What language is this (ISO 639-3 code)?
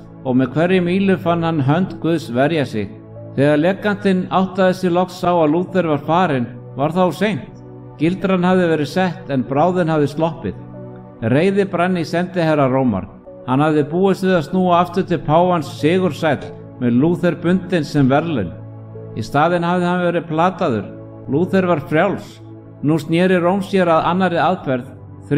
isl